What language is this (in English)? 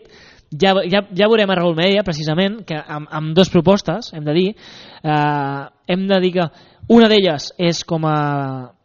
Catalan